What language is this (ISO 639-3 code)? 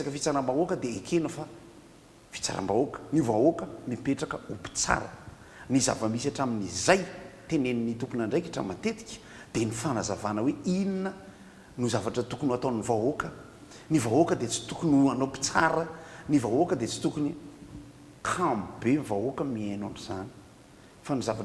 mlg